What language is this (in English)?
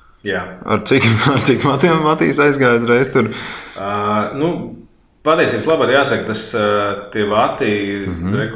Latvian